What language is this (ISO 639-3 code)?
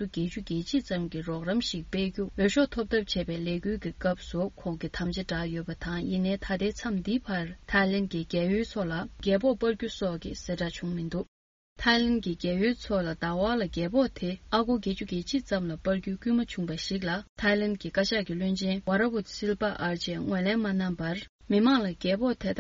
bod